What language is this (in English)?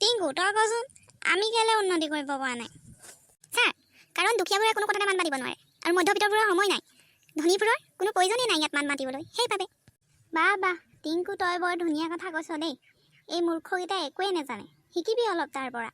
Assamese